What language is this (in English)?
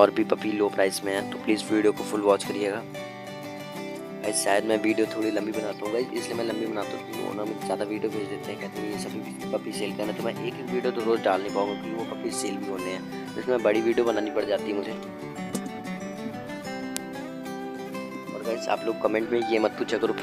Hindi